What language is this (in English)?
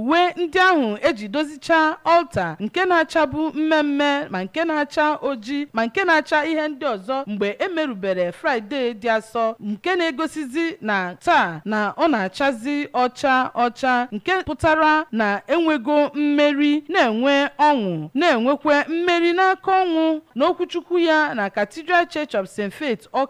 Igbo